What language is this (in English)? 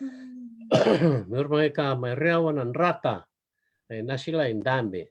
Fijian